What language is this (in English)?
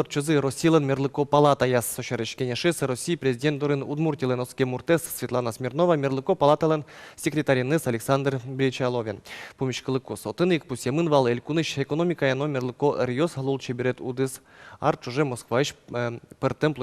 Udmurt